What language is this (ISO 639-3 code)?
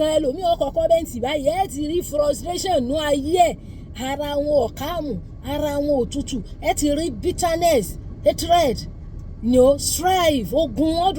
yor